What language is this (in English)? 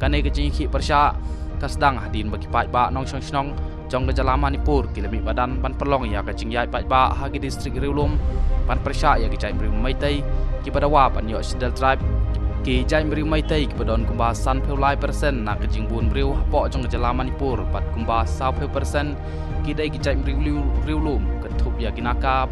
Khasi